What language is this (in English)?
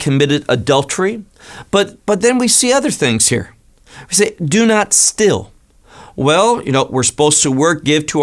English